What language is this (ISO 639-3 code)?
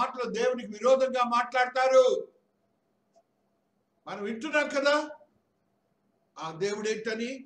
tel